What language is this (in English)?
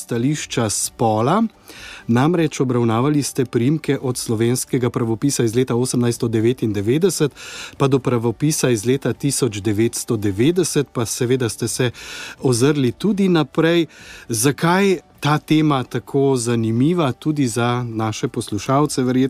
Slovenian